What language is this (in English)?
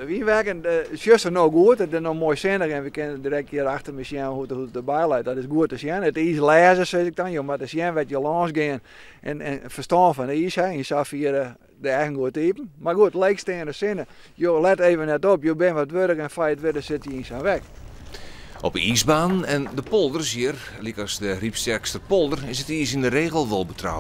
Western Frisian